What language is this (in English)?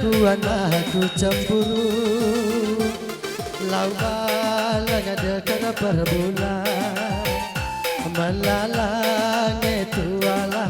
Batak Karo